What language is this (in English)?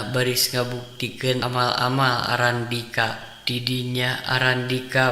Sundanese